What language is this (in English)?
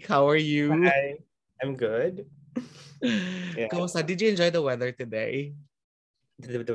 Filipino